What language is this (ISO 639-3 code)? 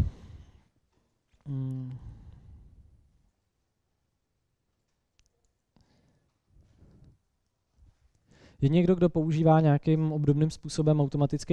ces